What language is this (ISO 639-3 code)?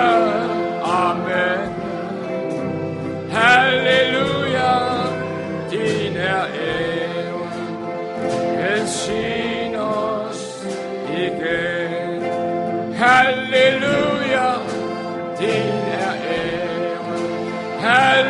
dan